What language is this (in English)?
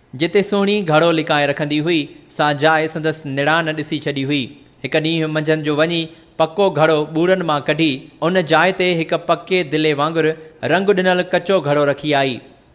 Sindhi